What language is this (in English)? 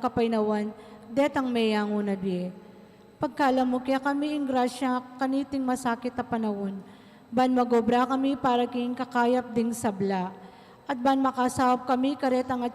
Pampanga